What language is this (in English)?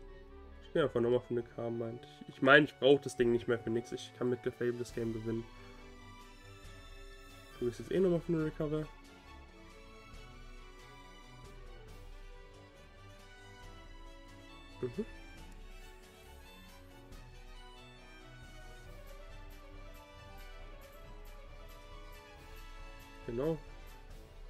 German